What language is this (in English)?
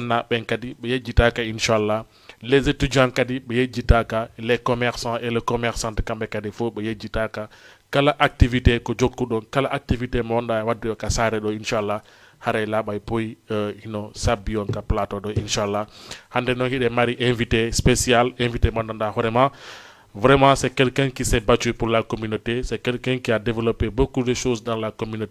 Fula